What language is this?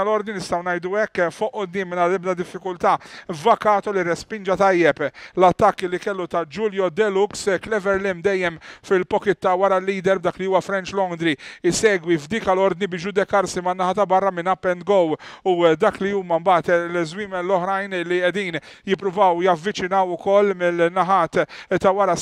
Maltese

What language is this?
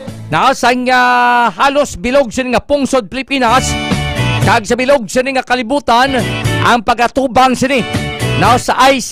Hiligaynon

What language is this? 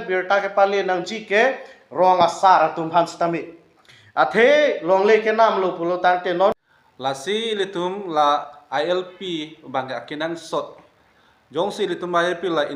Karbi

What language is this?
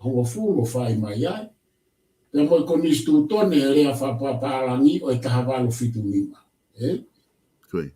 Tongan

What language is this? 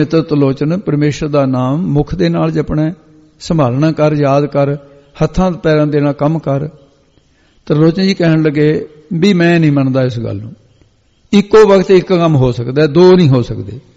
Punjabi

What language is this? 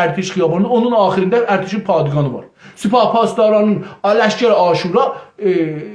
South Azerbaijani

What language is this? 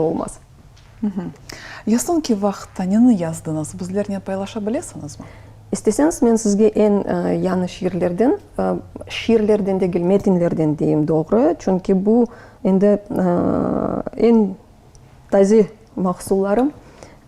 Crimean Tatar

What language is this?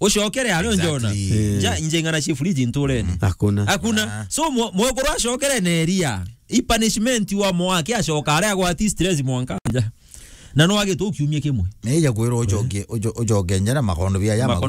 Meru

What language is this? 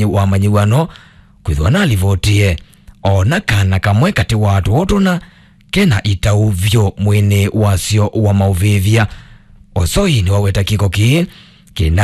Kamba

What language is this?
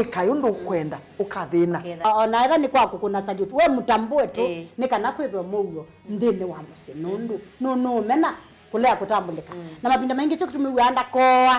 Kamba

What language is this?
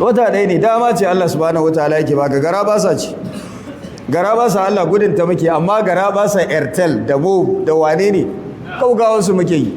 Hausa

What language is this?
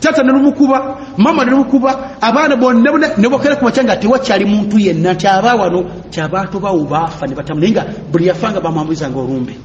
Ganda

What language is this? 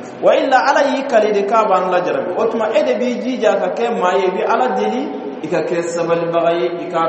Bambara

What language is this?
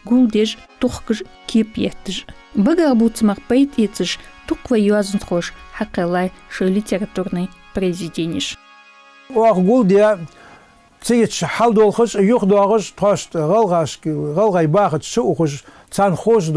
Ingush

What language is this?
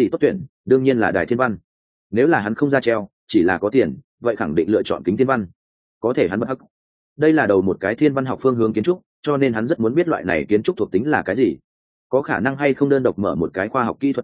Vietnamese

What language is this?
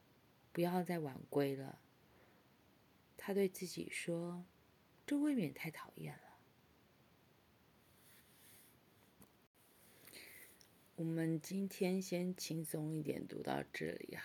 Chinese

